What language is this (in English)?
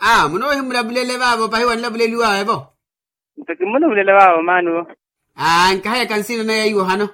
Makhuwa